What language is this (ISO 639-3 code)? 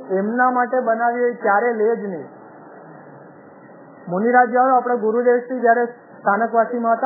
guj